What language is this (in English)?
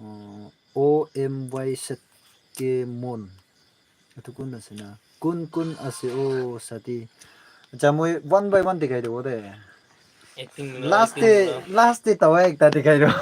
Naga Pidgin